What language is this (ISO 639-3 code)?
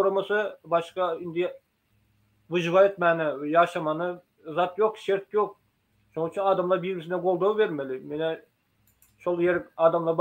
tuk